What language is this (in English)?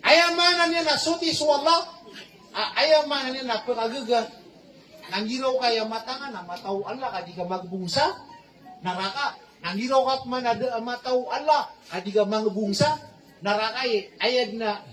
Maranao